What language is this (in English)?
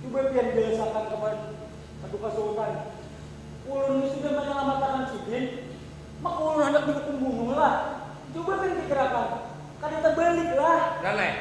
Banjar